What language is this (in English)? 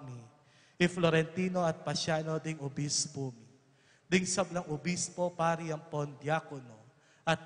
Pampanga